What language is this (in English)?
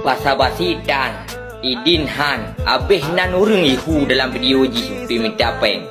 Achinese